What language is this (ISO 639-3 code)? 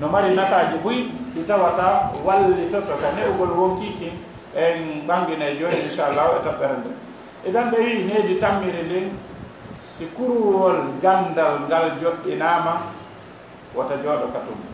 ful